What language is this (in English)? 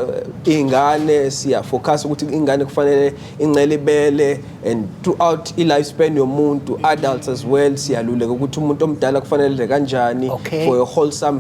Zulu